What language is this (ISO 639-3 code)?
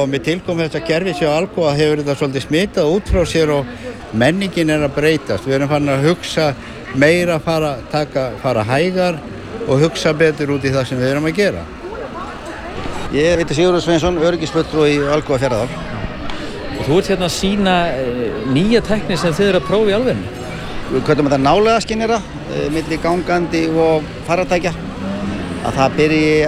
isl